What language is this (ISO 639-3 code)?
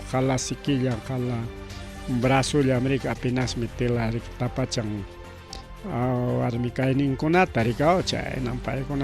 quy